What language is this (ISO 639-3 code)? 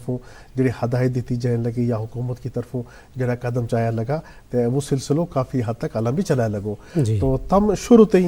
gju